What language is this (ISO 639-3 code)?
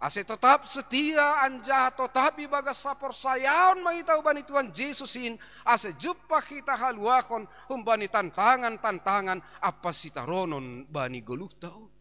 bts